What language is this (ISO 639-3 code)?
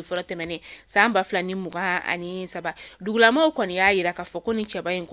bam